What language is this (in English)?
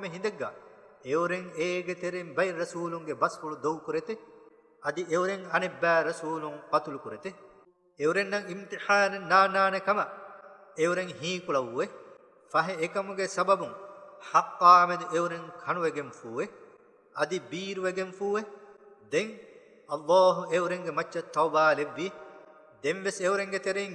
Divehi